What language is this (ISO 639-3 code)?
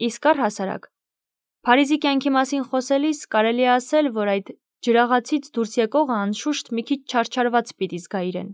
hye